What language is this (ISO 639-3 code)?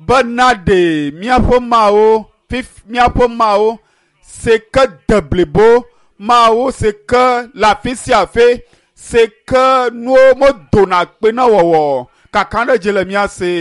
ewe